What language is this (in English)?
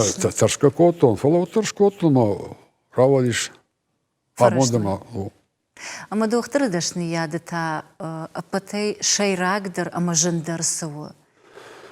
Ossetic